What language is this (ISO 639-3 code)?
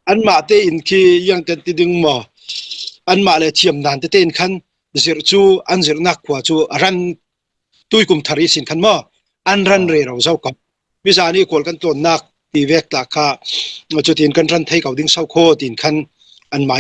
cfm